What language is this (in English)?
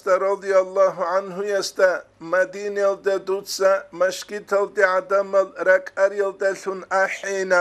Avaric